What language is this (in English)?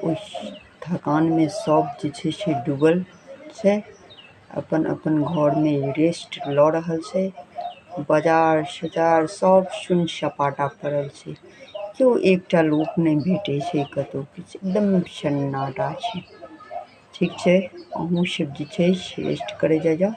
Maithili